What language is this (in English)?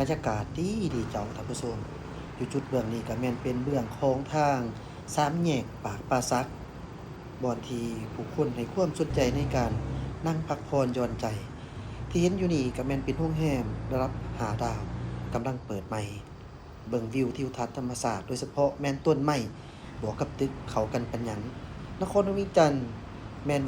Lao